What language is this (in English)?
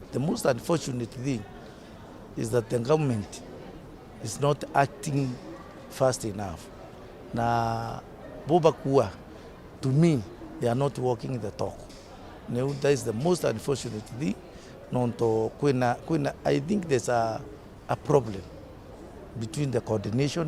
Meru